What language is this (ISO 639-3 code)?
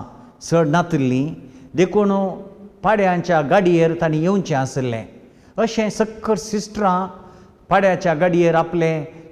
kok